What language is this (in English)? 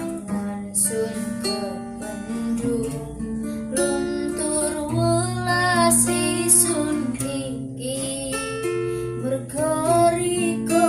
Javanese